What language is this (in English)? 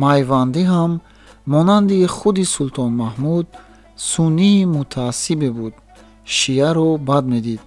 Tajik